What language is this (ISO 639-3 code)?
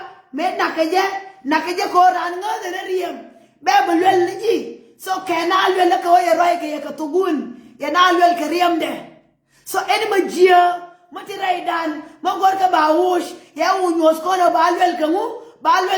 nus